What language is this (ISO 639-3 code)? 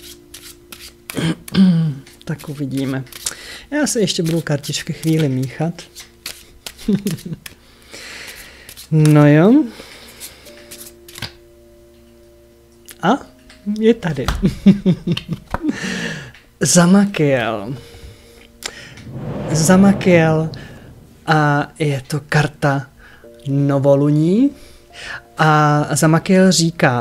ces